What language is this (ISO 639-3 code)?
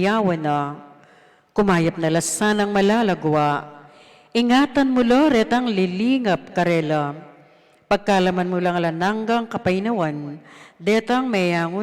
pam